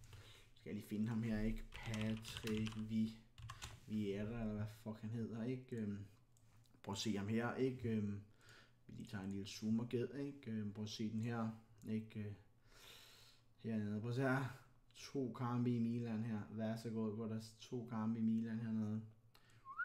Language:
Danish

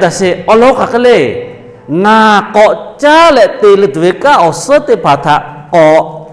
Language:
Lahu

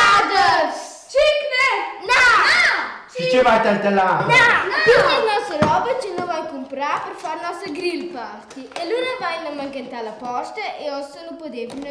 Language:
Romansh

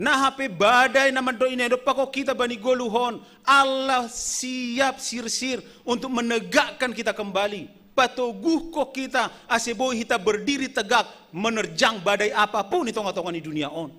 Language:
Batak Simalungun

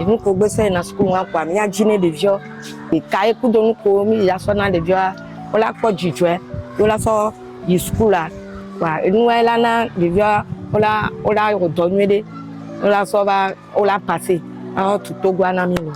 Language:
Ewe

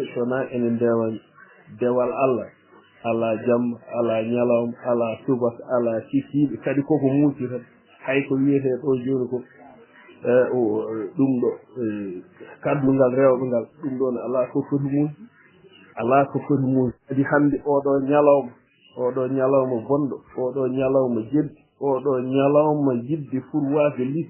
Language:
Fula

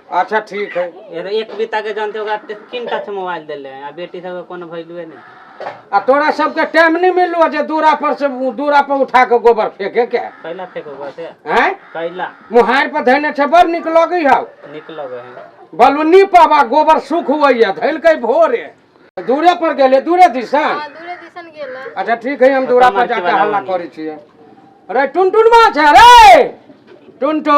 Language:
Maithili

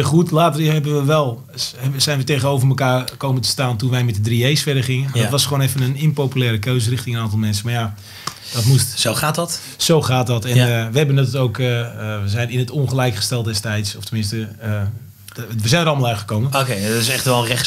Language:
Dutch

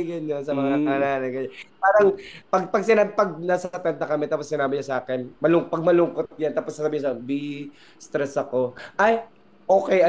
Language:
Filipino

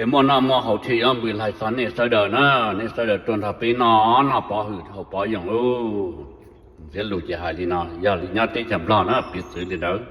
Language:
Hmong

